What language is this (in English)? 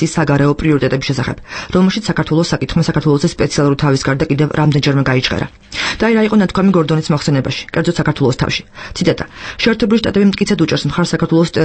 Georgian